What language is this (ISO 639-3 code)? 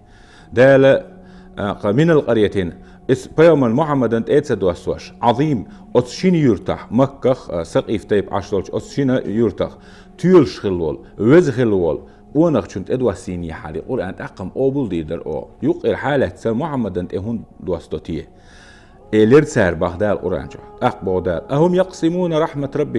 che